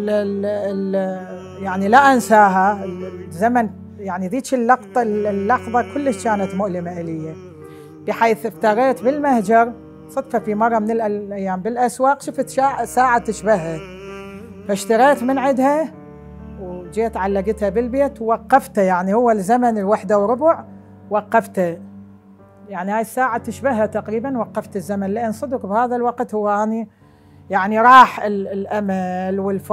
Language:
Mesopotamian Arabic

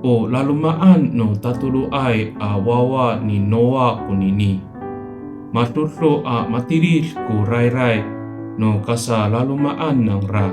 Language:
Amis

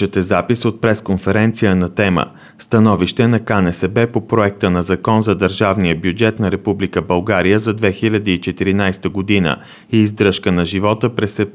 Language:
Bulgarian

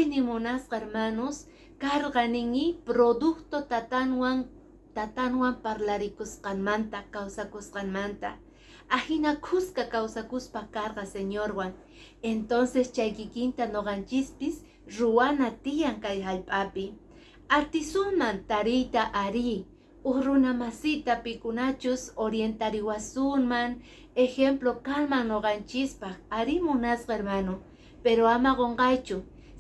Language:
Quechua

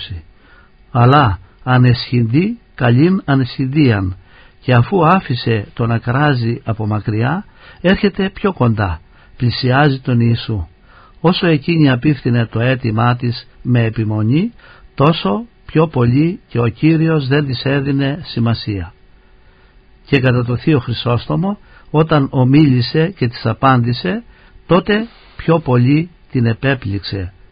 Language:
Greek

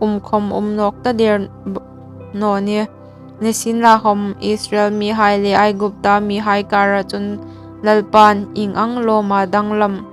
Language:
Hmar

